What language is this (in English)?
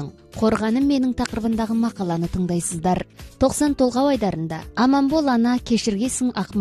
Kazakh